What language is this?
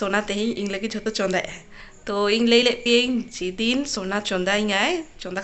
Santali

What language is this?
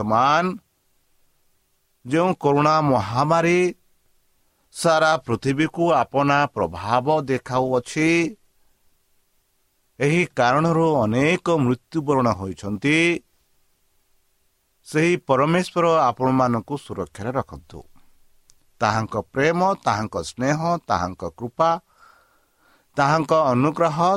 Odia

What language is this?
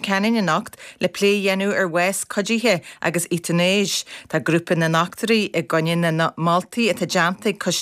Irish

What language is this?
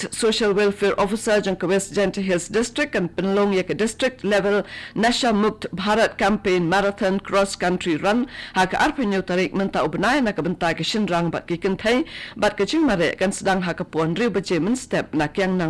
Khasi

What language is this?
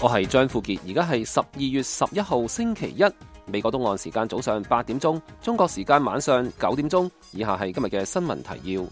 Cantonese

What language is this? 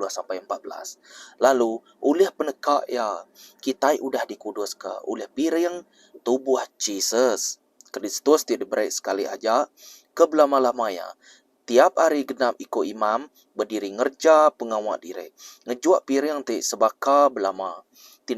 Iban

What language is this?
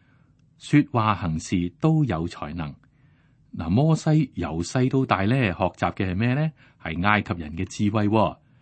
Cantonese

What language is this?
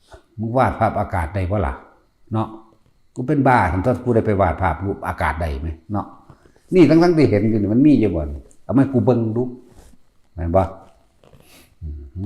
Northeastern Thai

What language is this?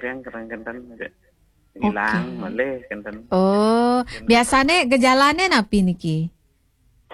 Balinese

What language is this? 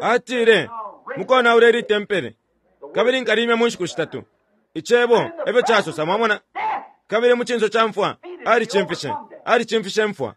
Bemba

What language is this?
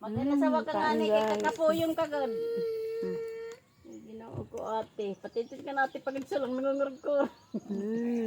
Waray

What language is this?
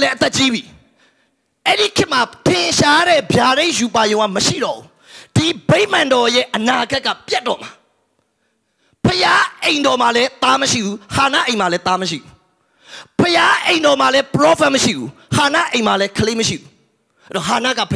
Burmese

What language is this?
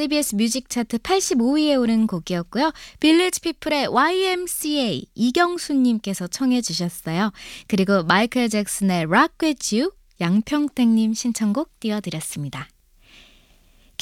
Korean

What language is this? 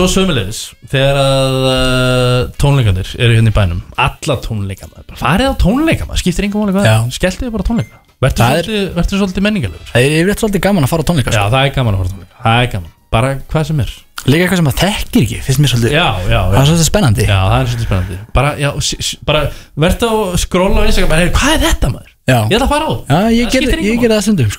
Icelandic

